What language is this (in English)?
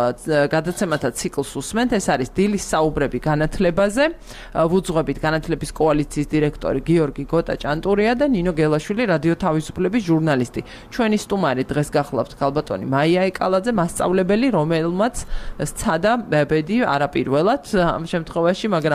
Georgian